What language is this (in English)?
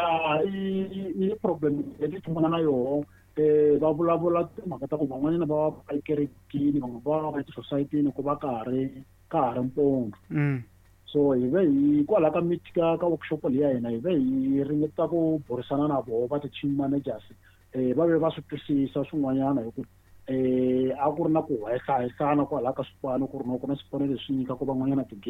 Tsonga